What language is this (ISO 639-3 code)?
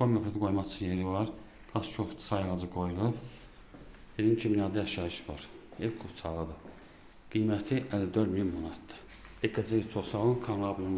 aze